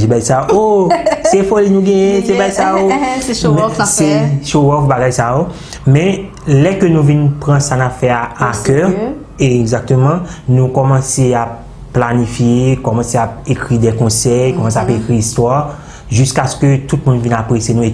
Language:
Haitian Creole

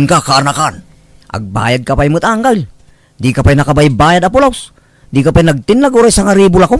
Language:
Iloko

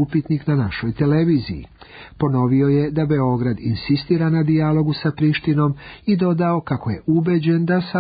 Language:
Serbian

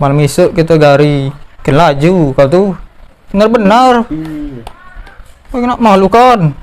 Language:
Musi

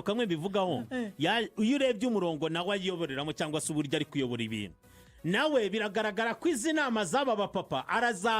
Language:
Kinyarwanda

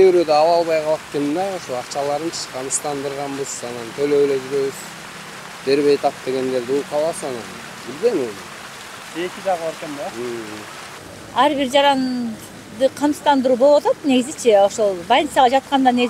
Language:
Kyrgyz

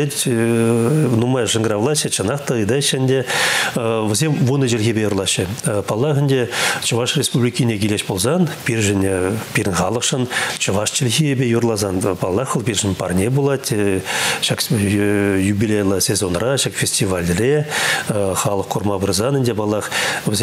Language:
Chuvash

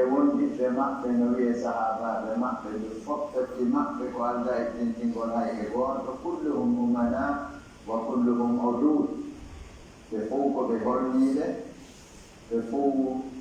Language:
Pular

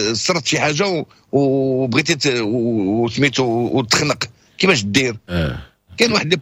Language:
Moroccan Arabic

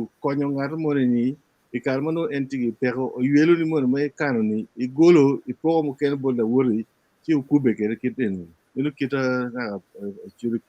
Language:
Acoli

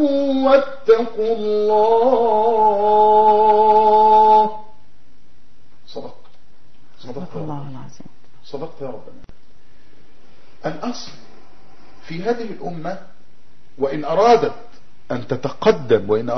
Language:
Arabic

